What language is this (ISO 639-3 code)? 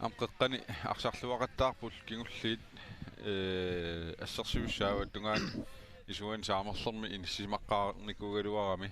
kal